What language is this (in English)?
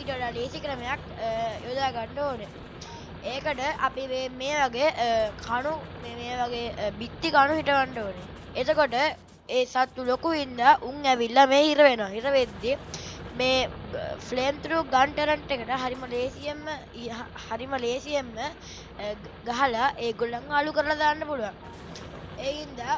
Sinhala